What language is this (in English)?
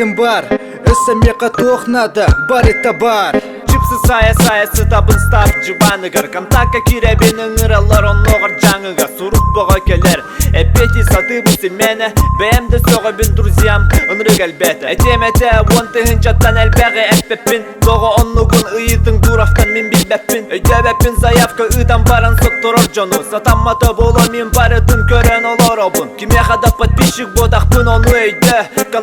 Yakut